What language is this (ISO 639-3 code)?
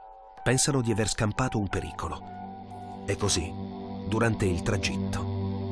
ita